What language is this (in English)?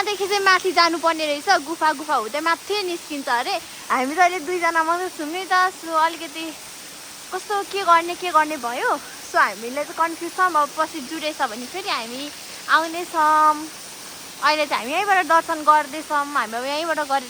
Nepali